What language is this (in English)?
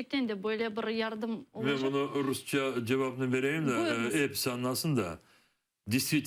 Crimean Tatar